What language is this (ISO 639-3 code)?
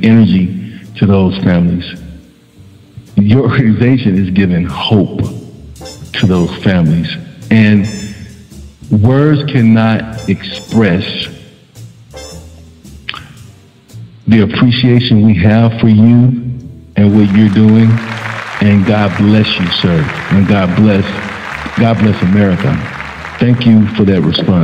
eng